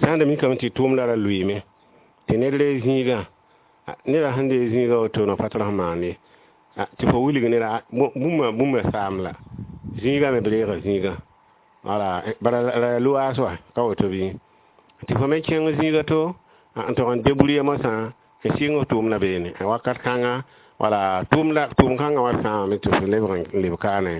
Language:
Mossi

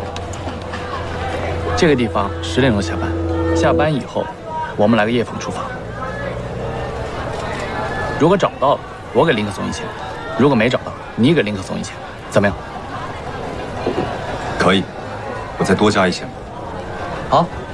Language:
Chinese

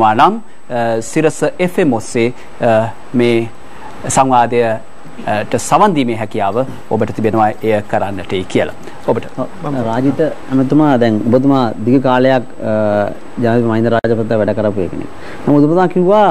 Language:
Sinhala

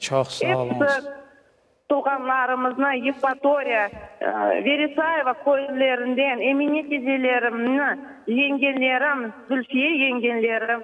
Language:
Crimean Tatar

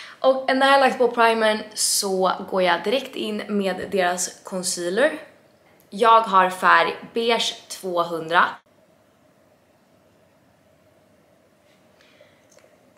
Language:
Swedish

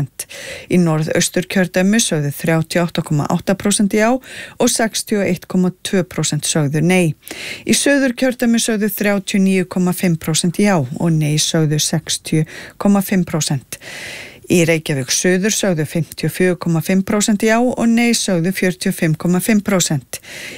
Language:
Icelandic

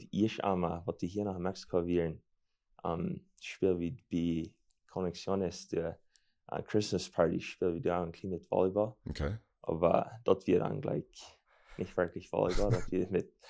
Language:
Plautdietsch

